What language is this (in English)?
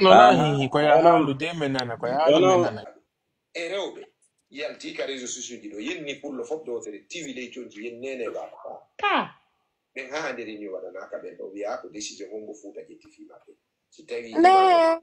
Fula